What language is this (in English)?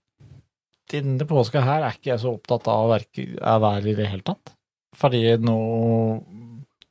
Norwegian